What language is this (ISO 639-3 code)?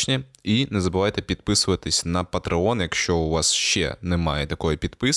ukr